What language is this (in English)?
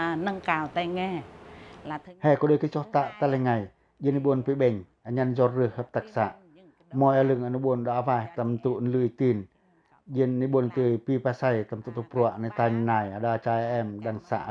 Pacoh